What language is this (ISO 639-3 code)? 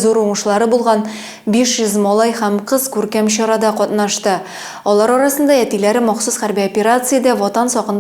tat